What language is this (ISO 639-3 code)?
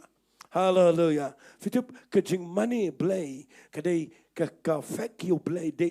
kha